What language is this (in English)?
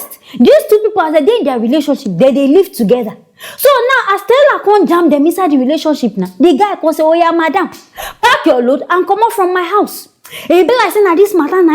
Nigerian Pidgin